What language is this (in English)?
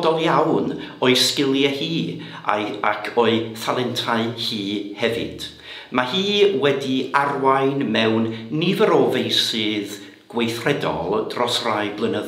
Welsh